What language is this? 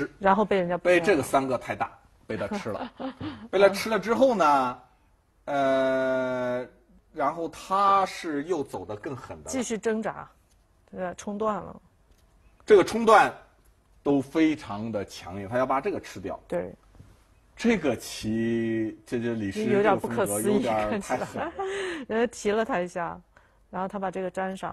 Chinese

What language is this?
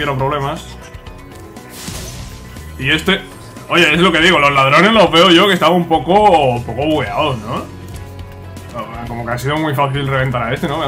Spanish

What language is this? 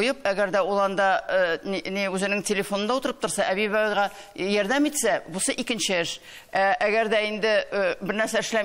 Tatar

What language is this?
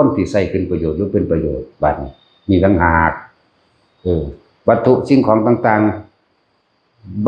Northeastern Thai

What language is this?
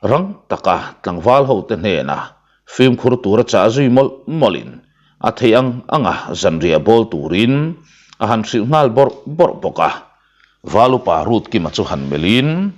Mizo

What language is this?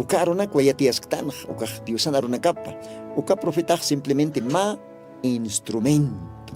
Aymara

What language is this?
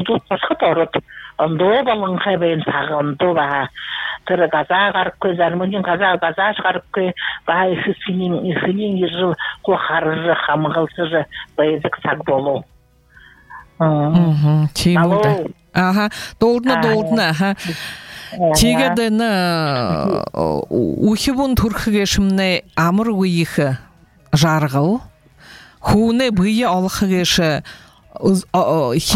Buriat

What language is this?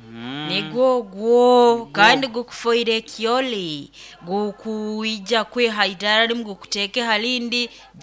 Nyoro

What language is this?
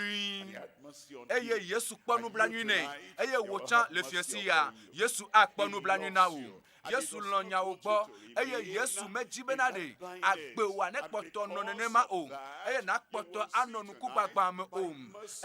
Ewe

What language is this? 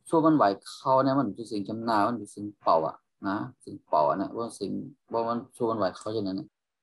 Shan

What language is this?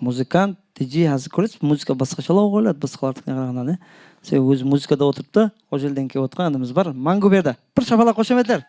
Kara-Kalpak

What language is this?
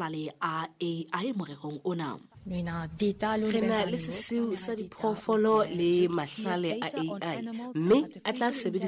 Southern Sotho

